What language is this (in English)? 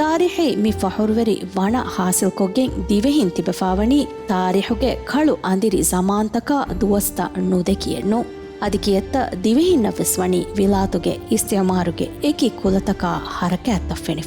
Divehi